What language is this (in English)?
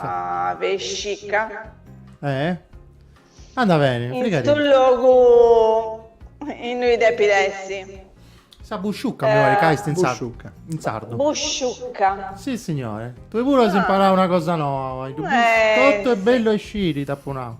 Sardinian